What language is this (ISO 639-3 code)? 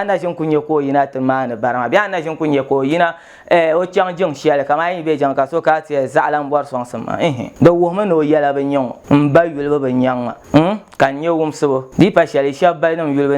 dag